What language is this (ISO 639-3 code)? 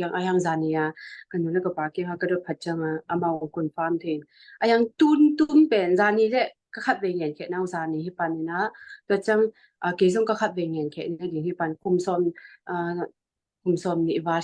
ctd